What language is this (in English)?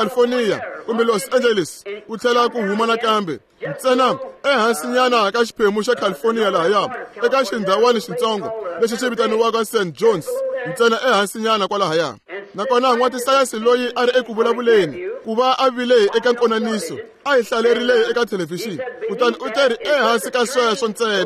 Tsonga